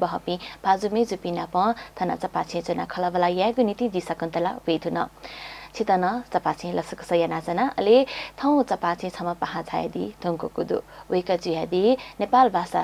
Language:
Newari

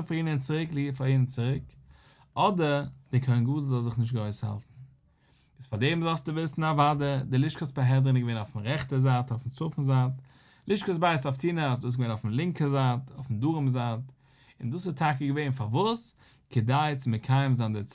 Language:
Yiddish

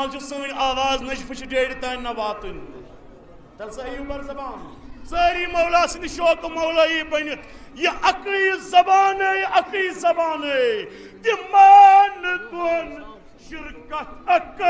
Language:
Kashmiri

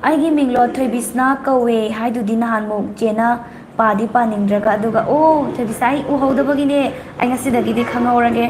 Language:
Manipuri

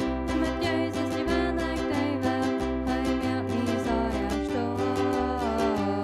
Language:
Plautdietsch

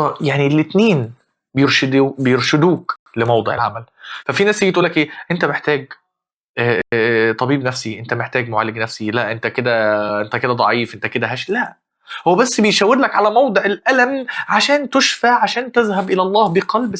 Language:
Egyptian Arabic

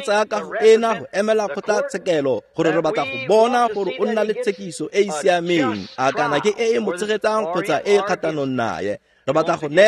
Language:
Tswana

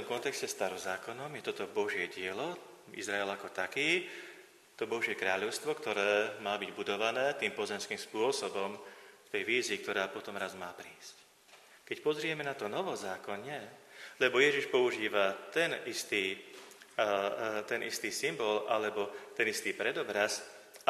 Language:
Slovak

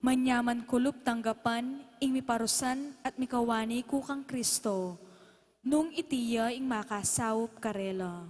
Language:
Pampanga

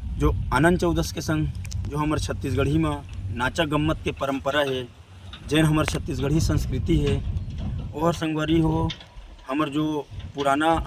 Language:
Chhattisgarhi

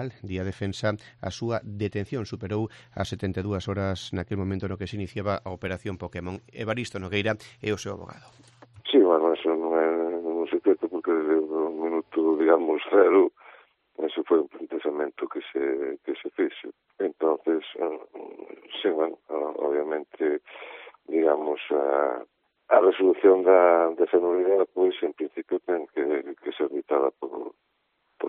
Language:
Galician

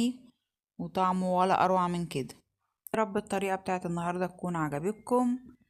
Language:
Egyptian Arabic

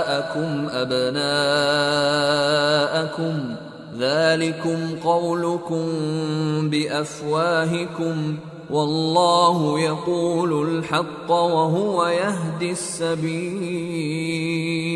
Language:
Urdu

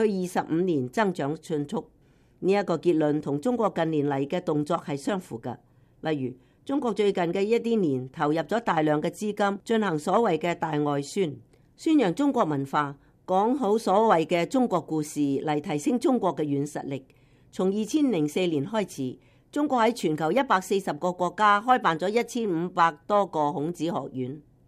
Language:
Cantonese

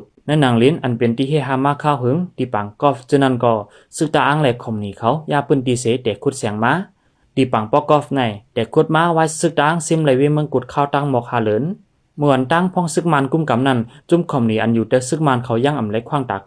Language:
Shan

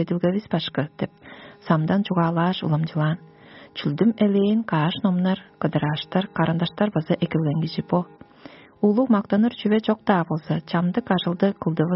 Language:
Tuvinian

